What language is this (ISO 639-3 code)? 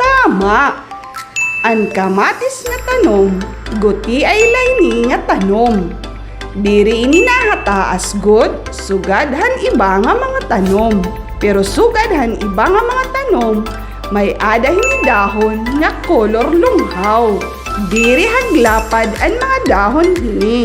war